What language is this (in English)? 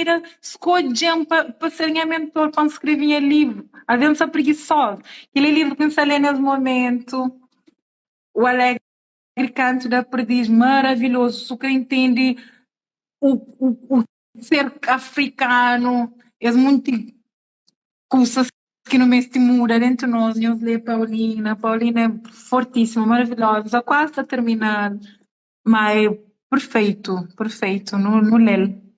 Kabuverdianu